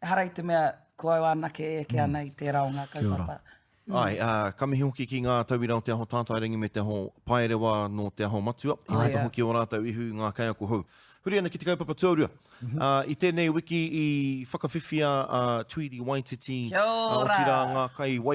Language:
Māori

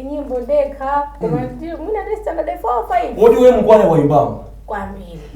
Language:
Nyanja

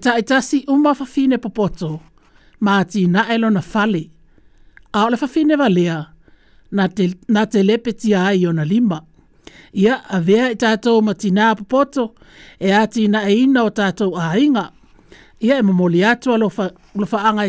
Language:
Samoan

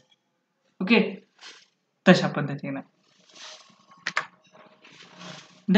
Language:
Marathi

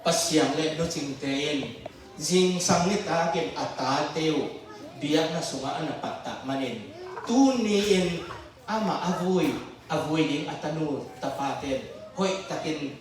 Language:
Tedim Chin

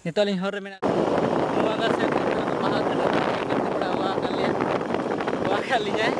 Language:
Santali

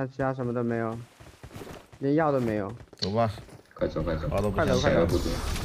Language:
Chinese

